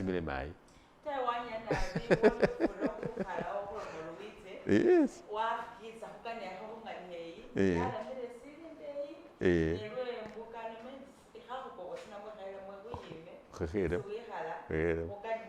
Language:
Masaaba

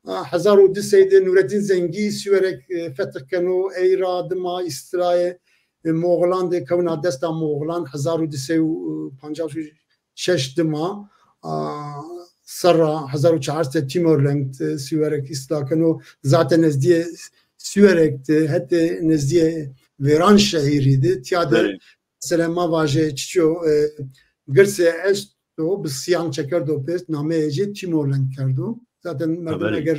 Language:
Zaza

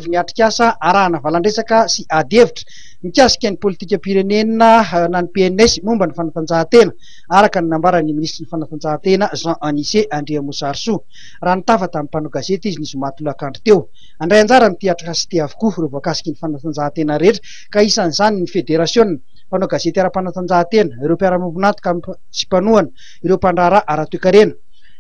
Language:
Malagasy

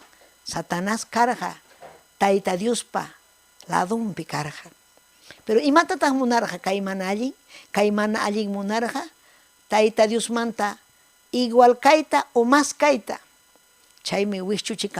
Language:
Ayacucho Quechua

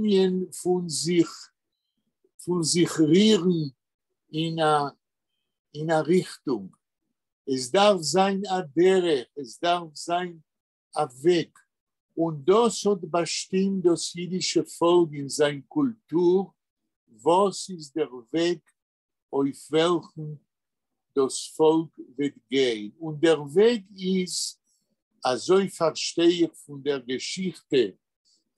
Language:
Yiddish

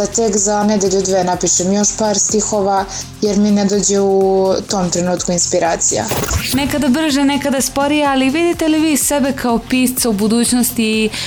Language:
Serbian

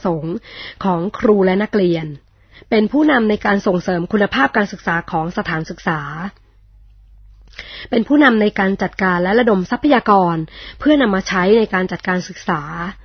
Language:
Thai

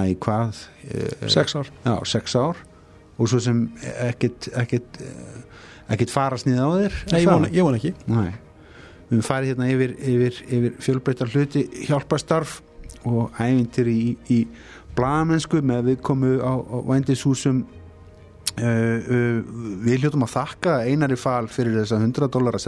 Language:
Icelandic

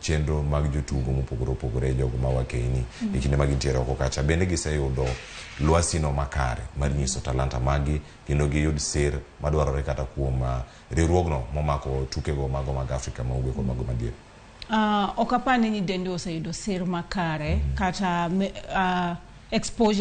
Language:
Luo (Kenya and Tanzania)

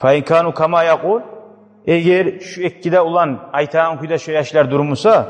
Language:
Kumyk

